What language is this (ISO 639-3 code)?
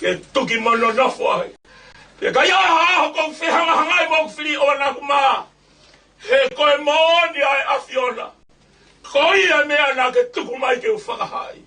ton